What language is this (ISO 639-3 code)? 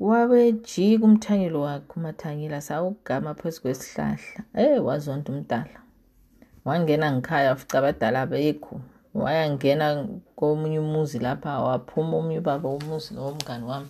nde